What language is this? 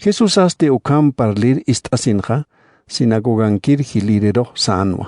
Aymara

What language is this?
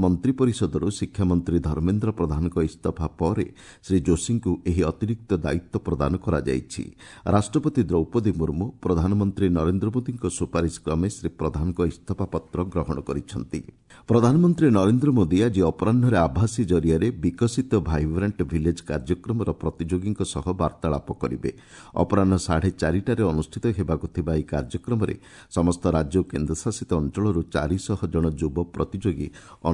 Odia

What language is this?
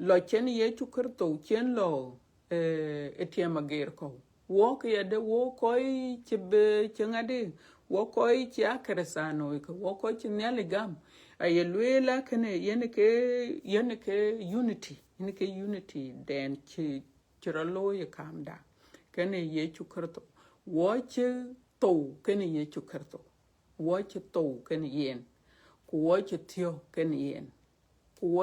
Dinka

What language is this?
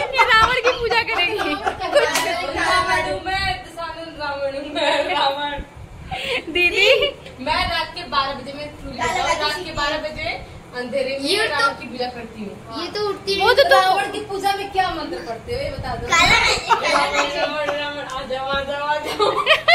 Hindi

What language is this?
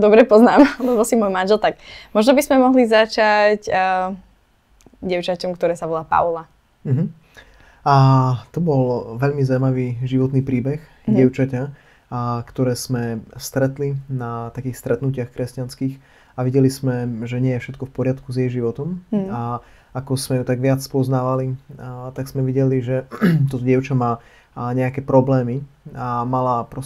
Slovak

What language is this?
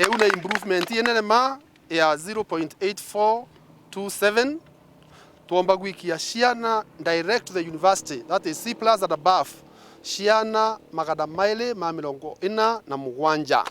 Meru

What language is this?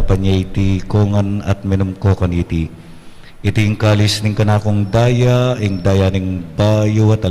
Pampanga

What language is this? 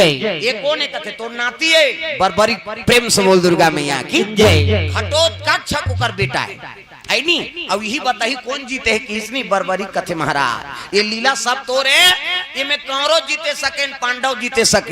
Chhattisgarhi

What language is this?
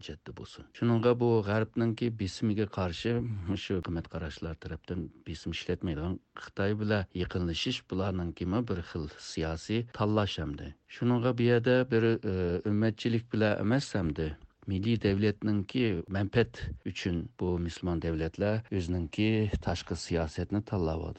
Uyghur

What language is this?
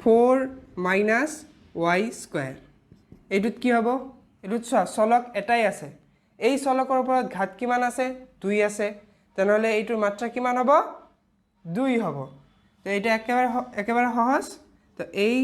Assamese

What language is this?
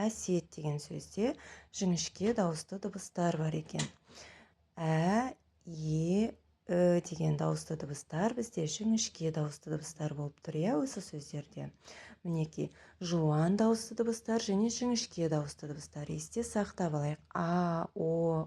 Kazakh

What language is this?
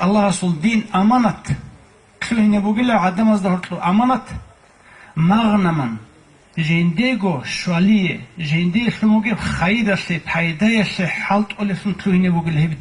Avaric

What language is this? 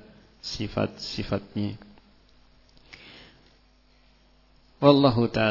Indonesian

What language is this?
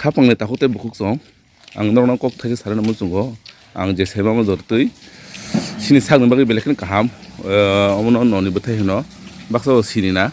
Kok Borok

